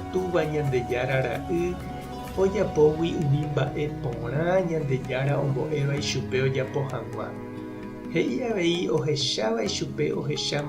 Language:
Guarani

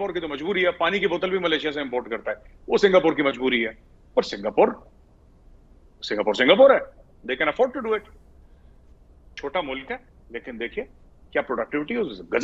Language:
Hindi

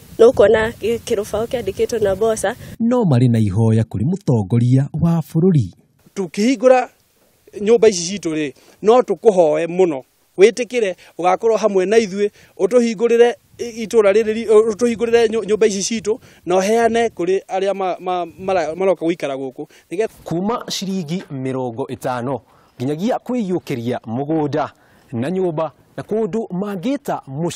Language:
Kikuyu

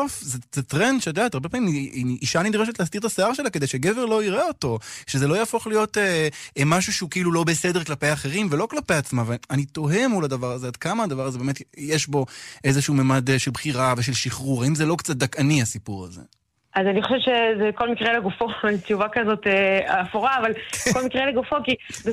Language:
Hebrew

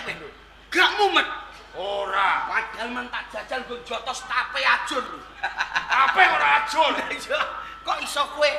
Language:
Javanese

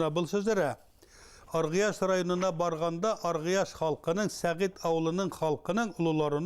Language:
Bashkir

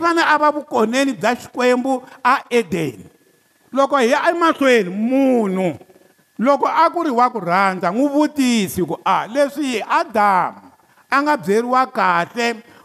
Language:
Tsonga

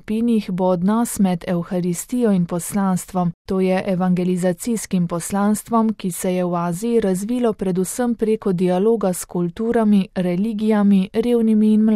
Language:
Slovenian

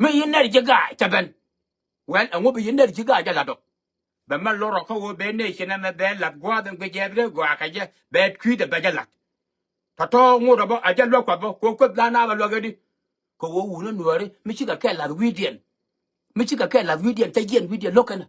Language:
Nuer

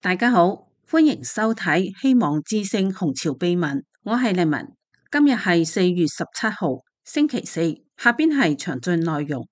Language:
Cantonese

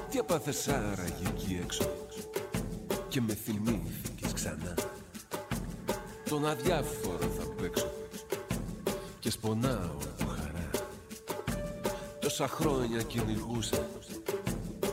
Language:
Greek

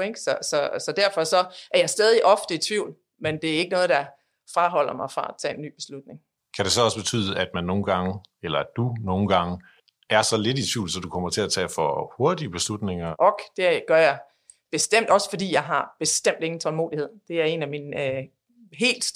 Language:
Danish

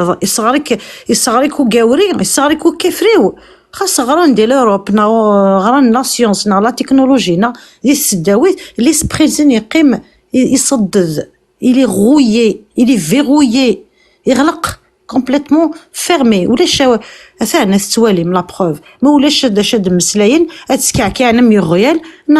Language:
Kabyle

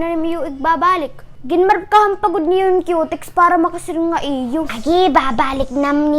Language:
Waray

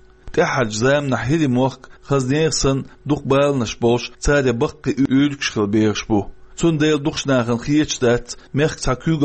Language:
Chechen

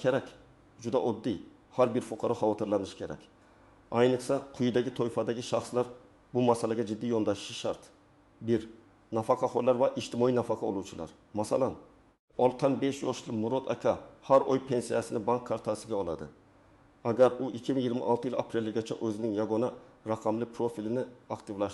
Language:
Uzbek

